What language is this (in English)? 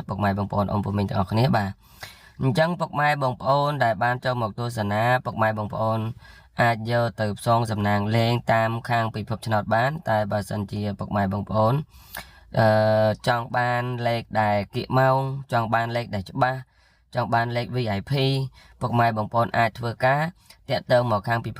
Khmer